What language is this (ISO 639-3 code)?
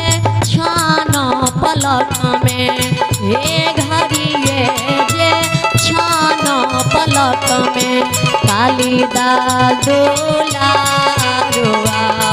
mai